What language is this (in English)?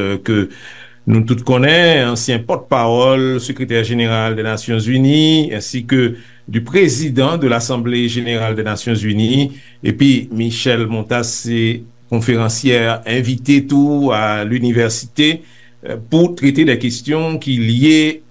Haitian Creole